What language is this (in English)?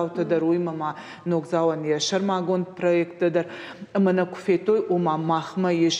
Ossetic